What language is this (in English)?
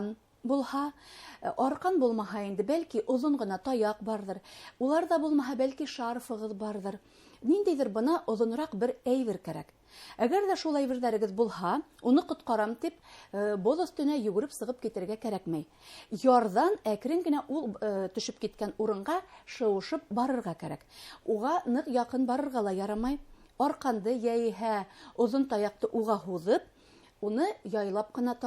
Bashkir